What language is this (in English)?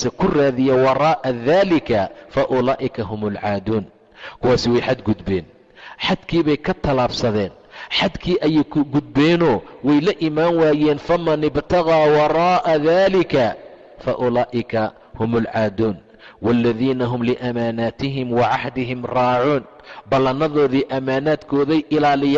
Somali